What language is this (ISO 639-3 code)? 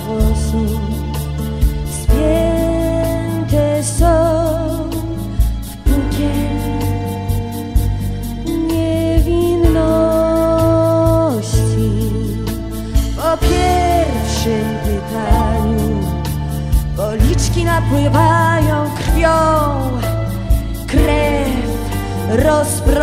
pol